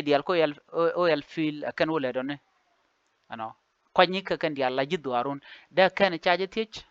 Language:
Nuer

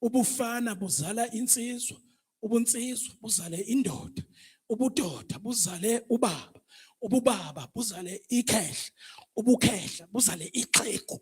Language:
Zulu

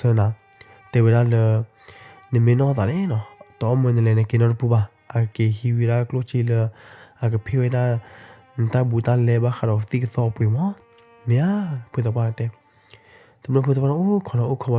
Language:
S'gaw Karen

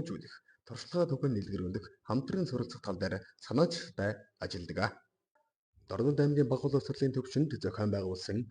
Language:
Mongolian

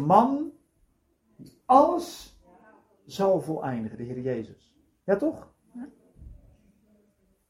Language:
Dutch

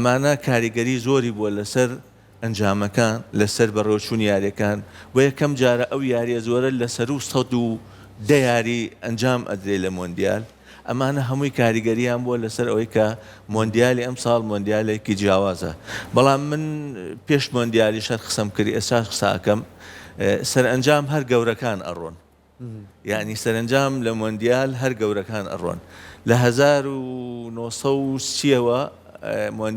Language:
Central Kurdish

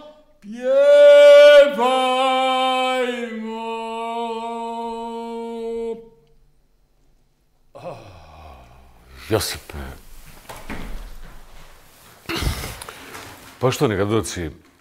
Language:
Bosnian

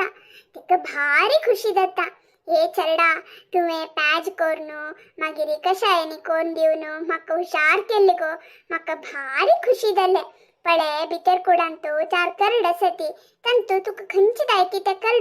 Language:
Konkani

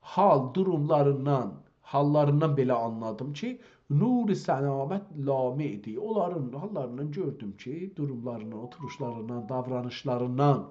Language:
South Azerbaijani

